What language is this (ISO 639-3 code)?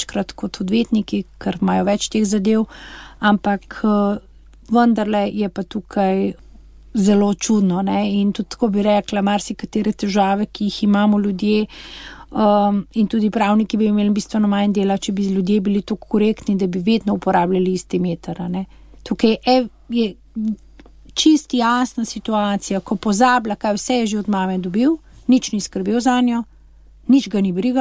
slv